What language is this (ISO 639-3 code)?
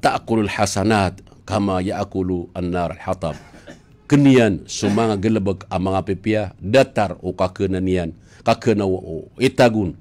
mrw